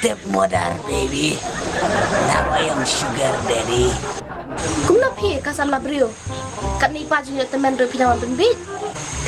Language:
Khasi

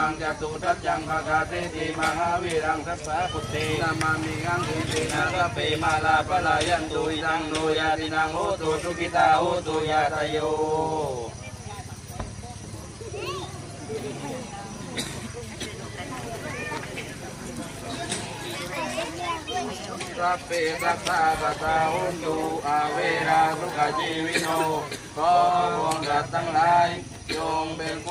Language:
Thai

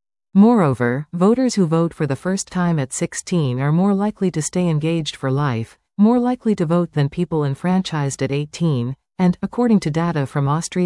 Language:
English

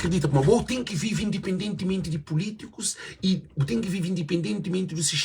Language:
Kabuverdianu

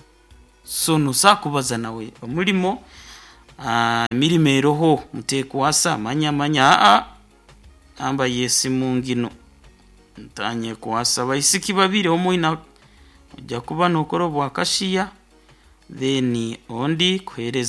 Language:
Nyoro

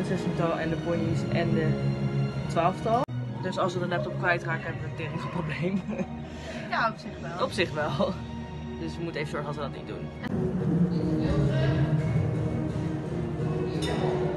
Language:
Dutch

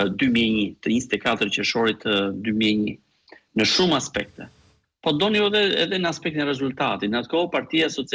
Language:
Albanian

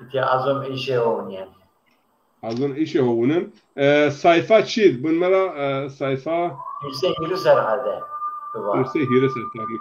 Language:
Zaza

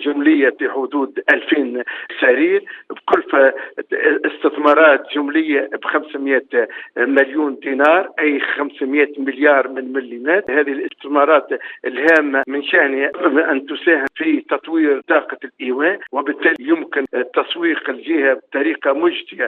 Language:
Tunisian Arabic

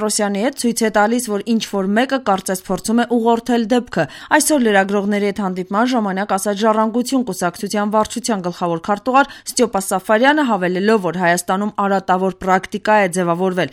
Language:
Armenian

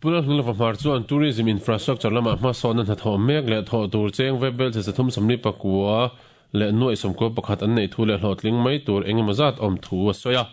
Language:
Mizo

